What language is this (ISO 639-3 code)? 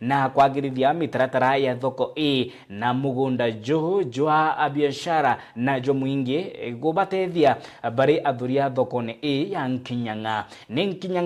mer